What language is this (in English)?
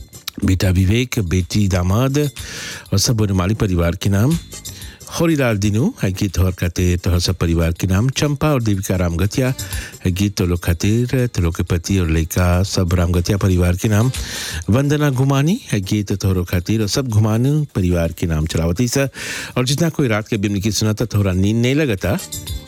Bhojpuri